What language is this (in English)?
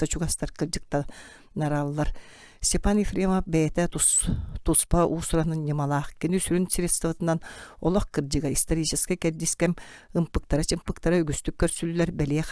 Yakut